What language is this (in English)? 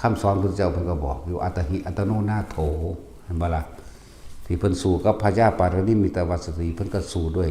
Northeastern Thai